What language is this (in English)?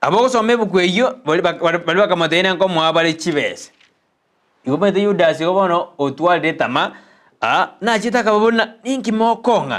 Gusii